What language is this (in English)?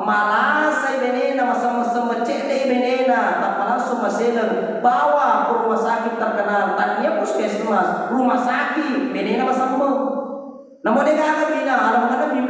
Buginese